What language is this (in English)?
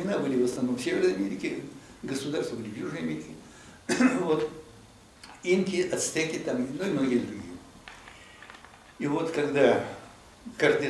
Russian